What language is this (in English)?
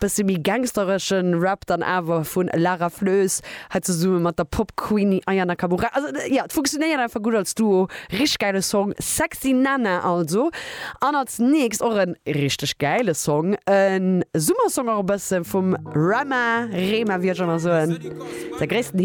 Luxembourgish